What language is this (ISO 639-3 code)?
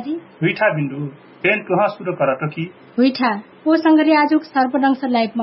thl